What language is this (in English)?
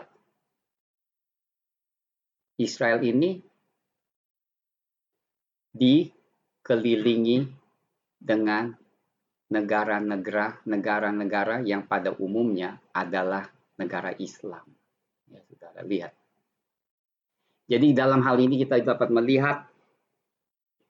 Indonesian